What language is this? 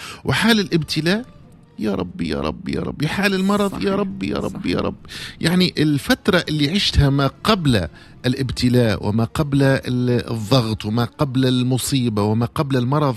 Tunisian Arabic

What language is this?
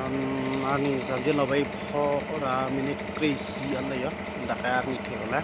Karbi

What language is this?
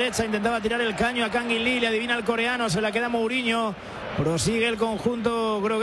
Spanish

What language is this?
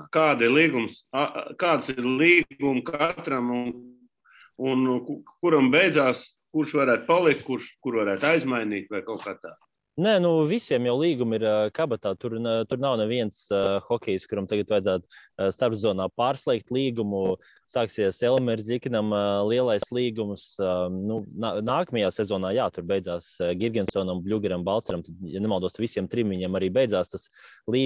Latvian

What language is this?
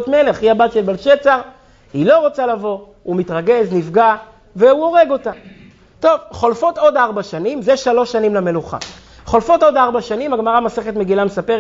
Hebrew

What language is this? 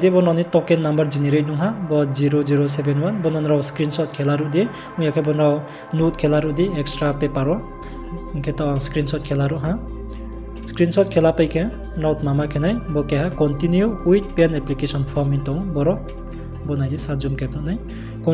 Riang (India)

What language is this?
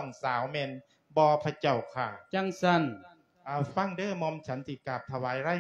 Lao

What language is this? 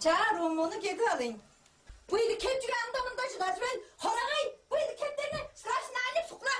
Tuvinian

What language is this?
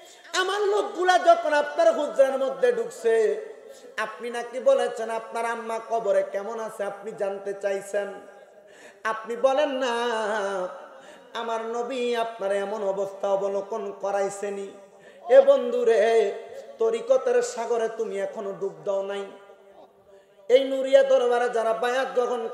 Bangla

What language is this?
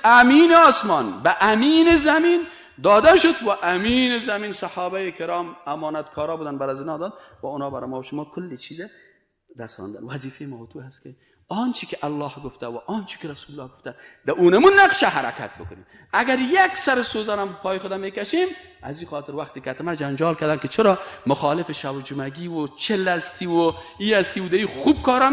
Persian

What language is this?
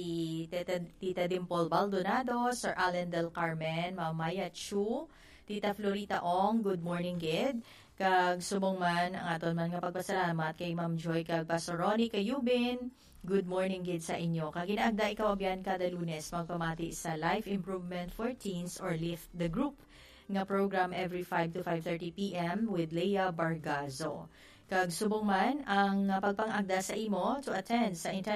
Hiligaynon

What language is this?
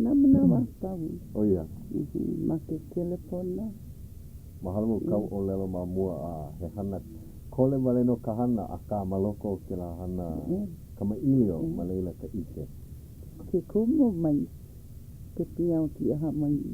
Hawaiian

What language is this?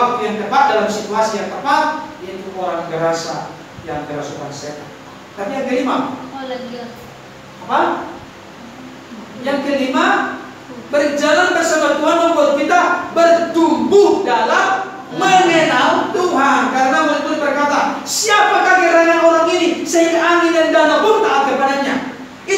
Indonesian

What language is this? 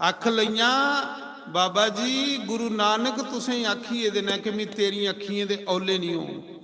Dogri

